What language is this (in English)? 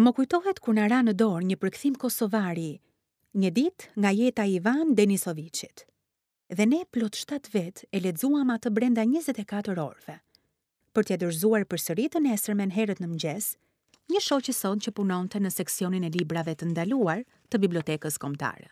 Albanian